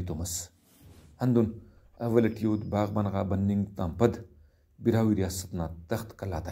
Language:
Brahui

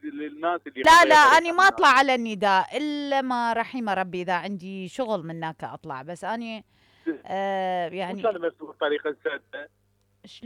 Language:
Mesopotamian Arabic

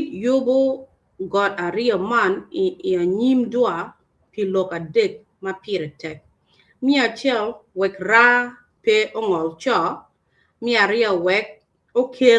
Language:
Acoli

